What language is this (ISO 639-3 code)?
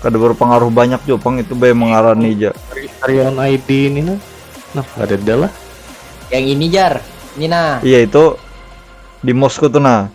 bjn